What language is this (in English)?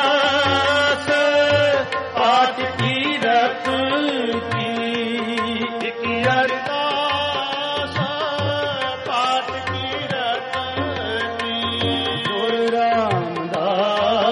Punjabi